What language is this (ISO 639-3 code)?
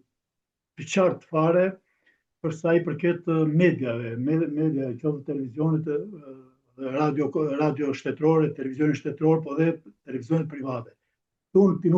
sqi